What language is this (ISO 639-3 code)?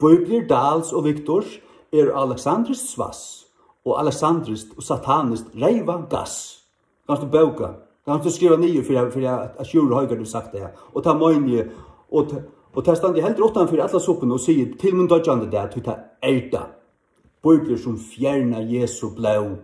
fao